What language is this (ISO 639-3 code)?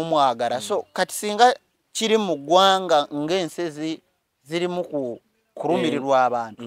lug